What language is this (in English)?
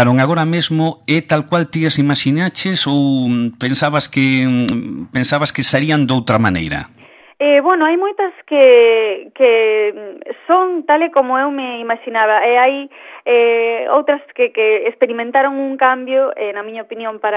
Galician